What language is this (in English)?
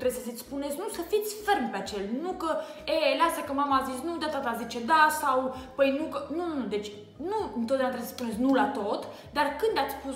Romanian